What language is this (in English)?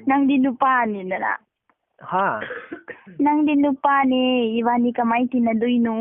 Manipuri